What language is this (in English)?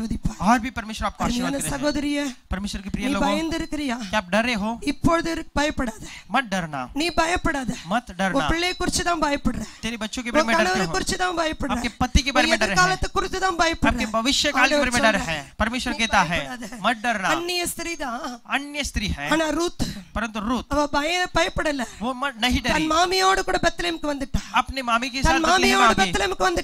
Tamil